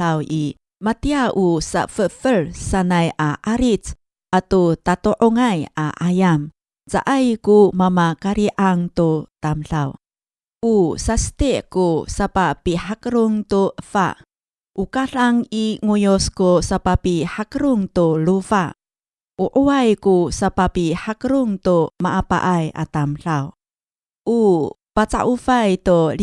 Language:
Amis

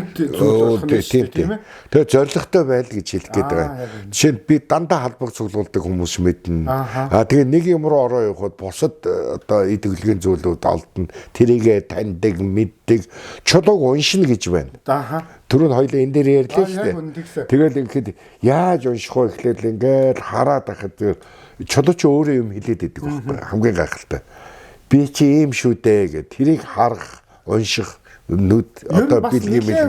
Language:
Mongolian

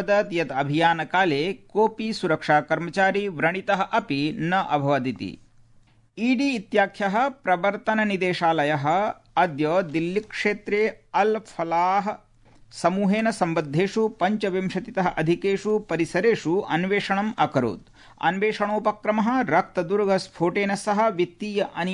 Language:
Sanskrit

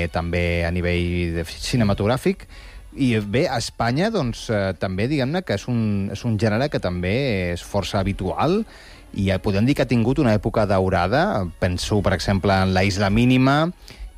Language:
Catalan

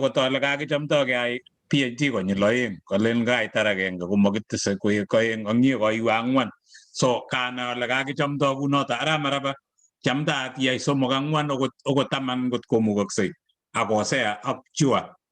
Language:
Kalenjin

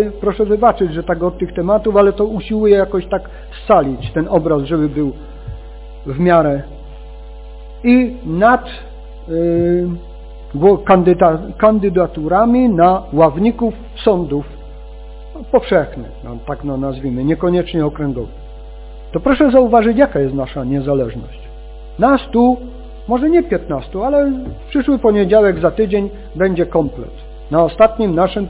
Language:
Polish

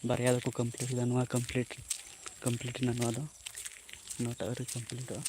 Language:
Santali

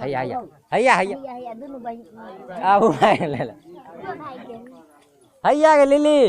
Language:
Maithili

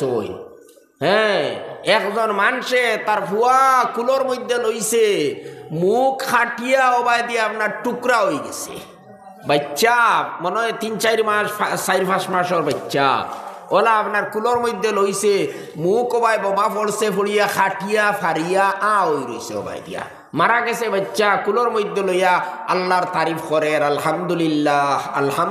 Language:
Sylheti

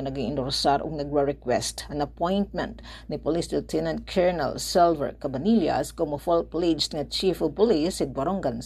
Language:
Waray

